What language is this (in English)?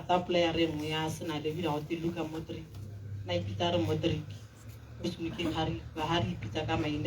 Tswana